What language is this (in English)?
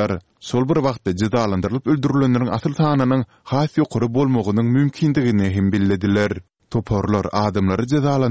Turkmen